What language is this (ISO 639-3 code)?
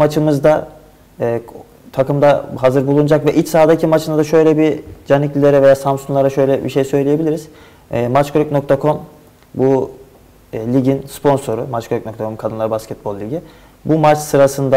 tur